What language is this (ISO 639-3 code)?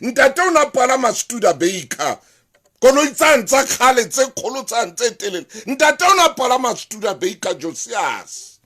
sot